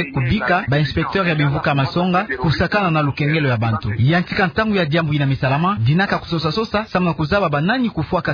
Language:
Kituba (Democratic Republic of Congo)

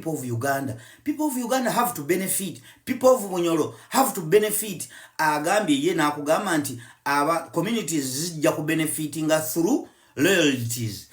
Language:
Ganda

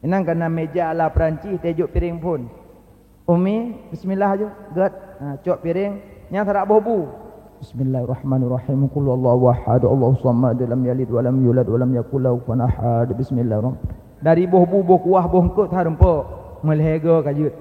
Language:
Achinese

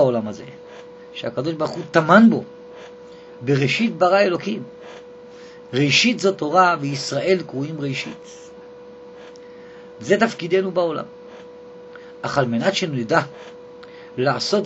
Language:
Hebrew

